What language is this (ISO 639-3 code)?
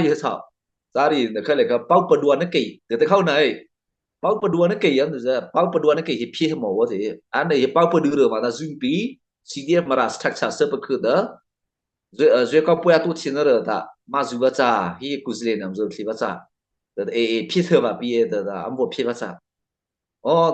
mrh